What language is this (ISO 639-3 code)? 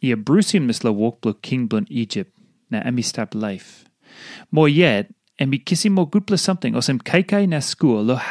tpi